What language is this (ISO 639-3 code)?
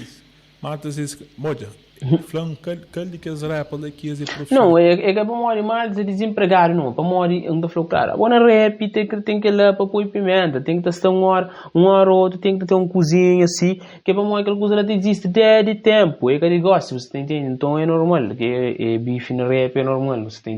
kea